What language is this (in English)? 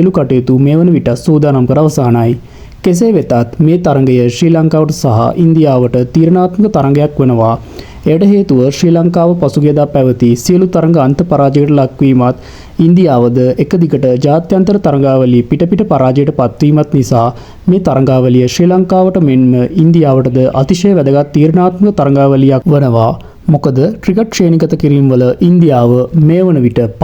Sinhala